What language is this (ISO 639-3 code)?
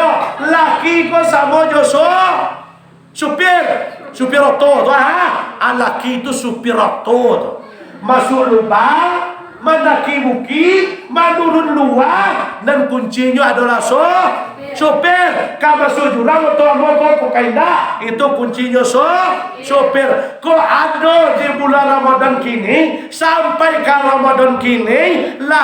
min